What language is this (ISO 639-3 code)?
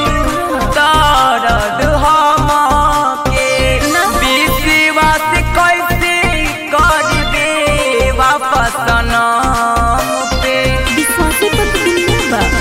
bho